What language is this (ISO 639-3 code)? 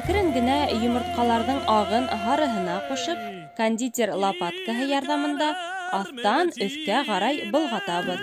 bak